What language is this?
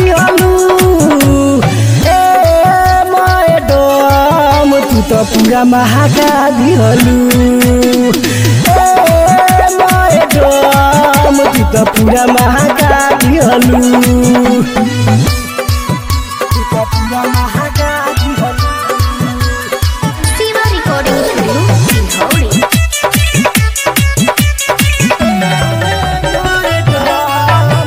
Bhojpuri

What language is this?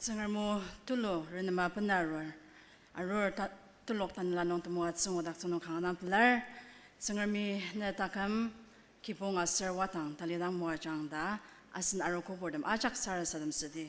Ao Naga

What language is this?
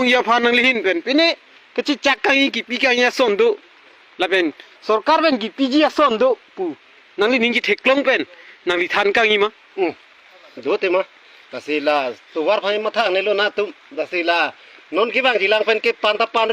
Karbi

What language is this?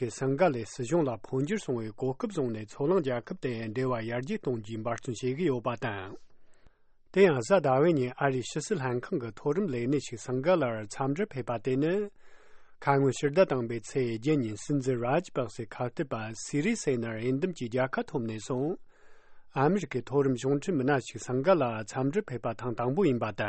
Tibetan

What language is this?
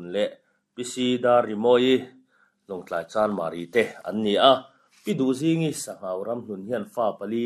Mizo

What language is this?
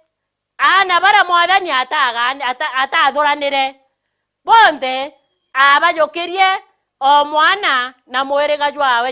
Meru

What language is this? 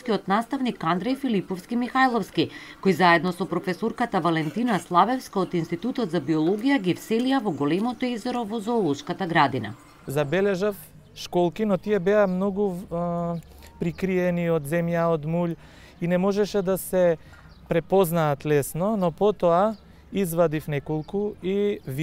Macedonian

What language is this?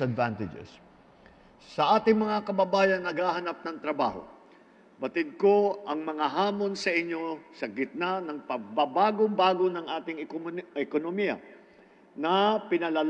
Filipino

